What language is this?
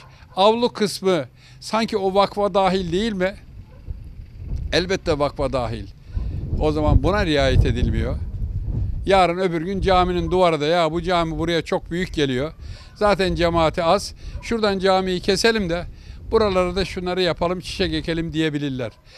Turkish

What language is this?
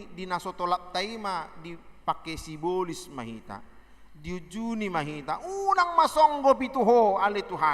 Batak Toba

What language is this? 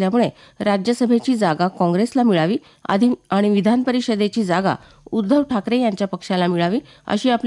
Marathi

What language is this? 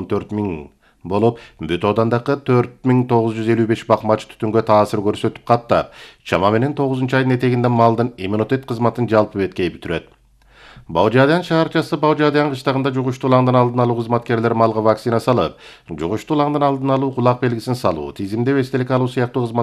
Kyrgyz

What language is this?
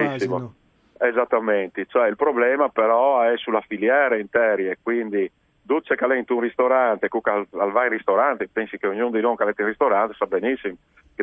Friulian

